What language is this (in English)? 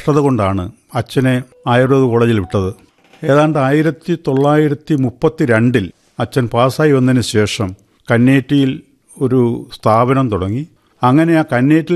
Malayalam